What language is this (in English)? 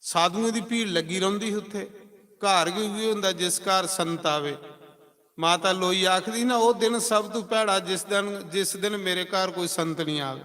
Dogri